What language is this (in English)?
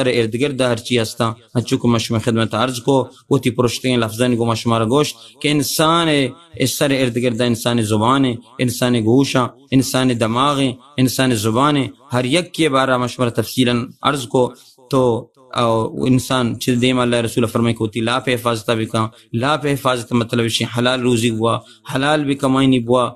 Baluchi